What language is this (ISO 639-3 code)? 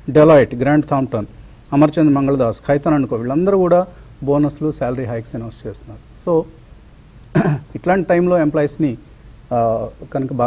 tel